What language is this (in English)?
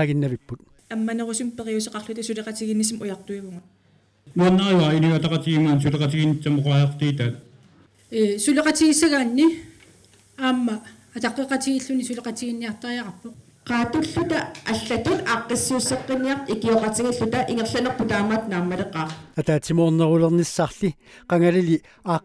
Kalaallisut